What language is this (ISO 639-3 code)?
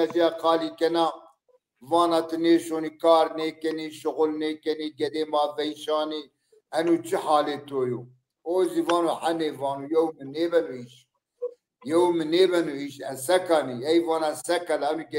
zza